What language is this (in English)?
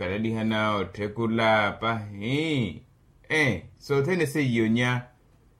Makhuwa